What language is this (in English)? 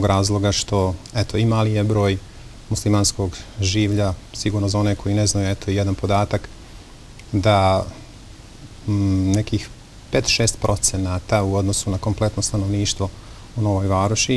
Bosnian